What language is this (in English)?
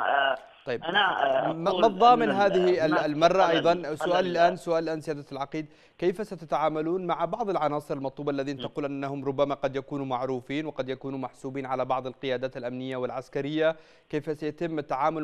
Arabic